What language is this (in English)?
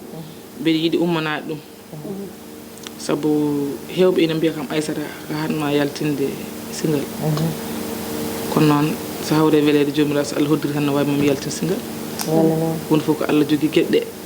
Fula